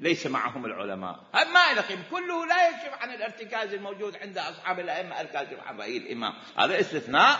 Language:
Mesopotamian Arabic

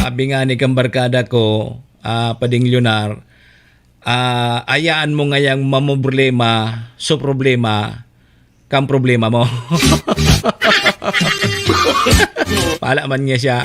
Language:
Bikol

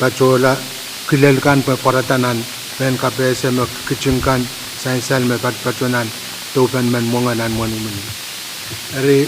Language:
Pohnpeian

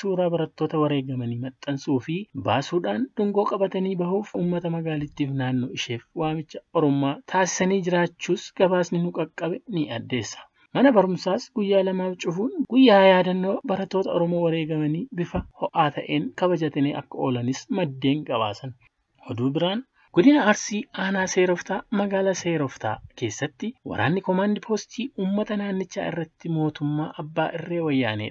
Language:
Oromo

